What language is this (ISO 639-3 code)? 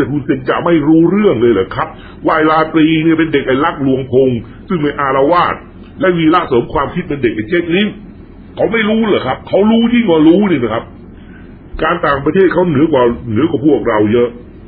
tha